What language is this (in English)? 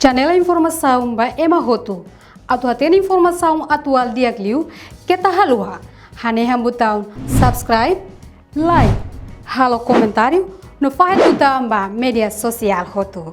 Tetum